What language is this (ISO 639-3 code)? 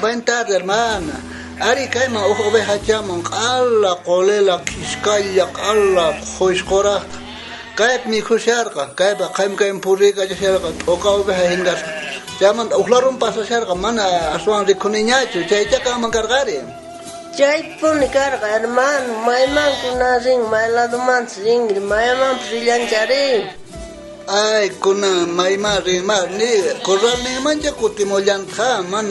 quh